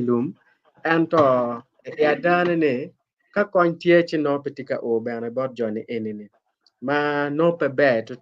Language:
Acoli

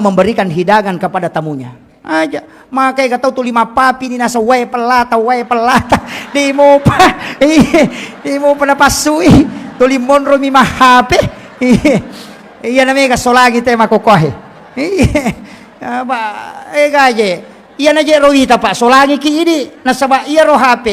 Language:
Buginese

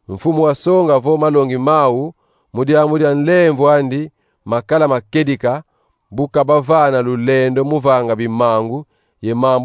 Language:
Kongo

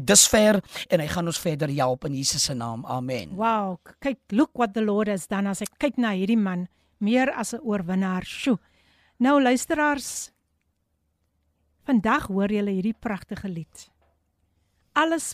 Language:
Afrikaans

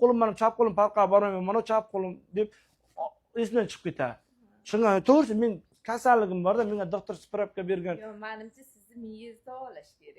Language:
Uzbek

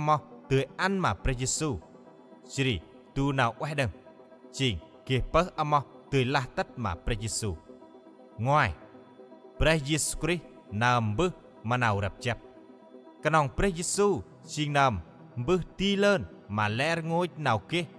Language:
Central Mnong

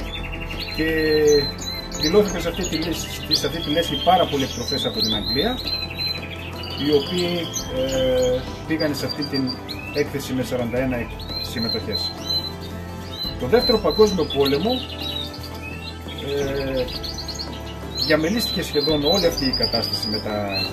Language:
Greek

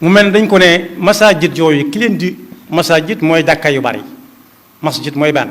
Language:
Wolof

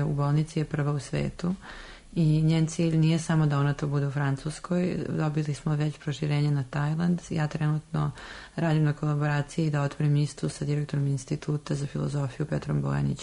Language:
Serbian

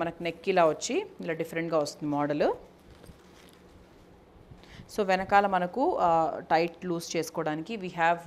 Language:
Telugu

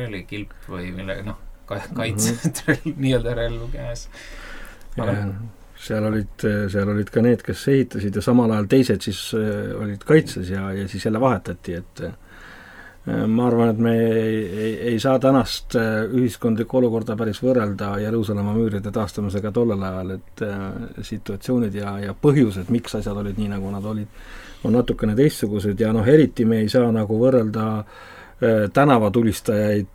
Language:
Estonian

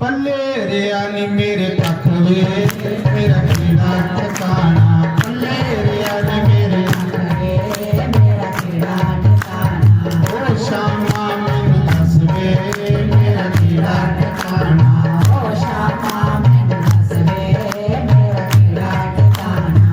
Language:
Dogri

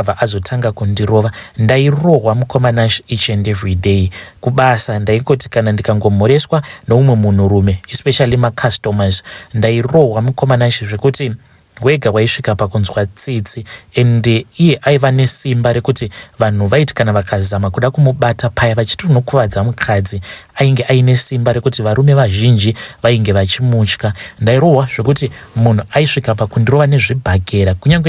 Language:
Shona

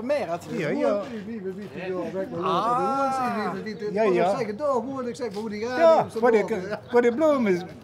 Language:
Limburgish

